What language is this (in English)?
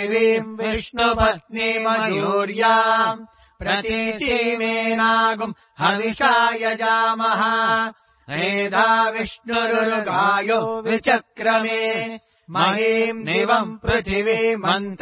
Sanskrit